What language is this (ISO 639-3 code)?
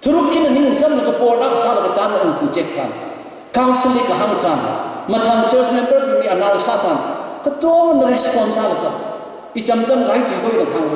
nmf